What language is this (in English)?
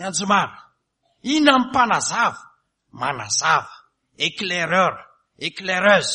Malagasy